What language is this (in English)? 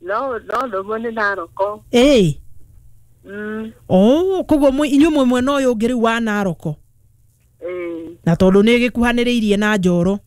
Kikuyu